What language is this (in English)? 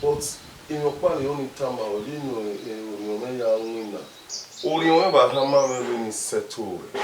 Bini